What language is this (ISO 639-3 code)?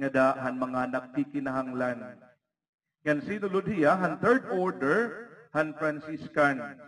war